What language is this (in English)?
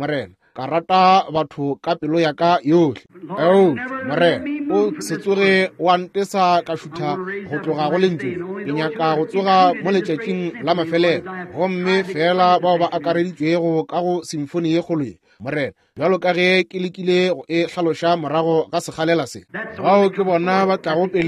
Northern Sotho